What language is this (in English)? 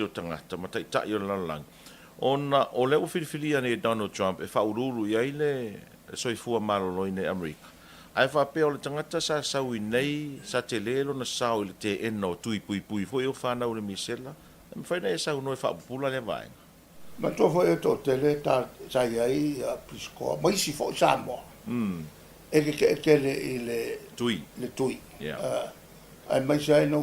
Samoan